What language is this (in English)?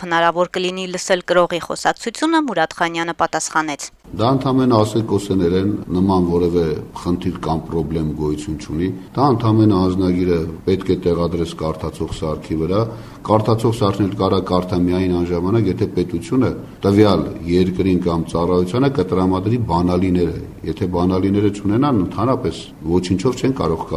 Armenian